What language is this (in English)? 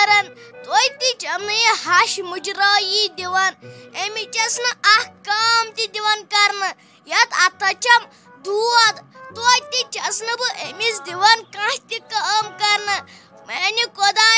Kashmiri